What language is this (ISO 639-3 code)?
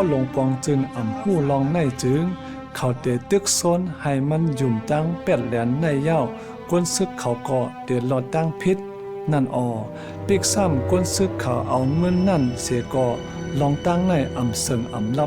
shn